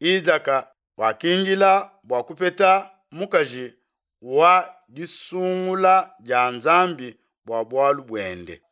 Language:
Luba-Lulua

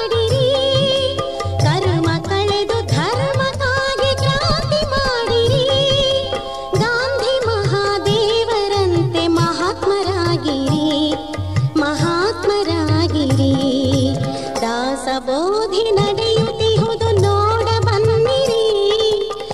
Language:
Kannada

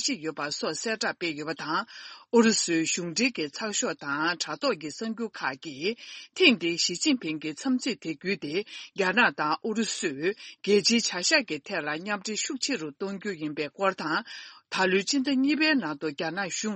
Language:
Tibetan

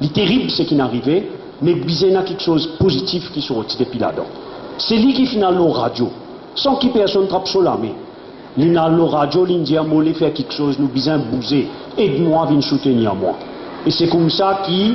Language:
Morisyen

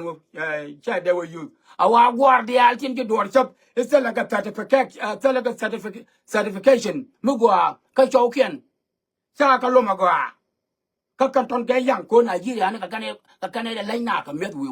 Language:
Nuer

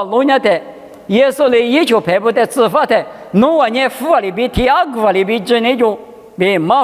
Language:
Lisu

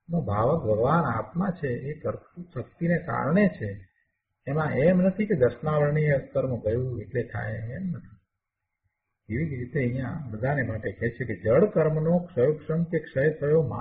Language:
Gujarati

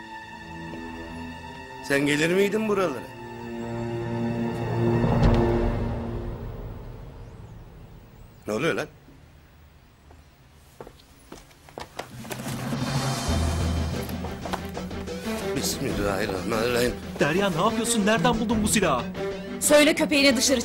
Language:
Turkish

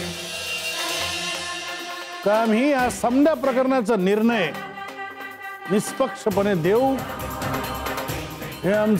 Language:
Marathi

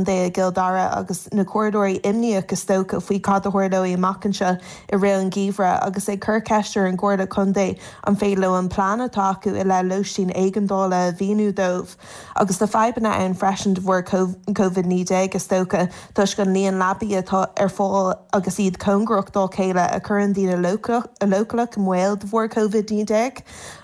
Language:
Irish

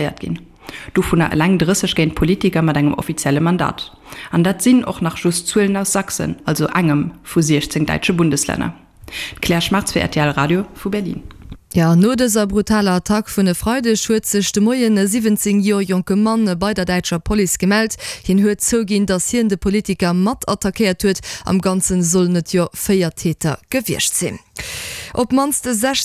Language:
Luxembourgish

